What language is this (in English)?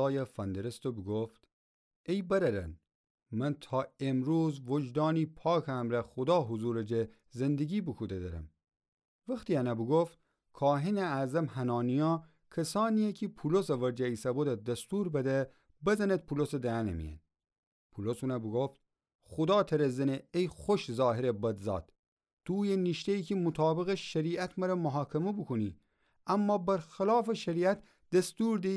Gilaki